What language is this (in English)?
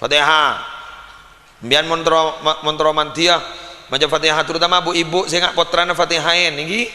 Madurese